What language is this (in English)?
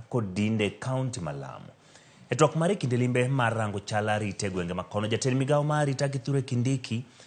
Luo (Kenya and Tanzania)